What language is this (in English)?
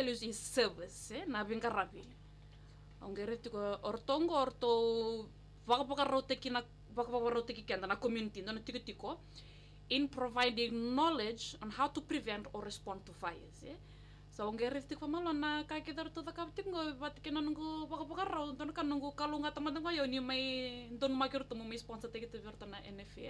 Fijian